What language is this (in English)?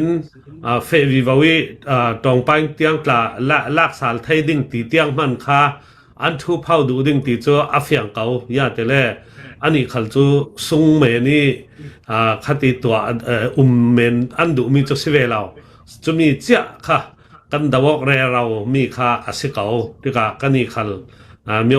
Hakha Chin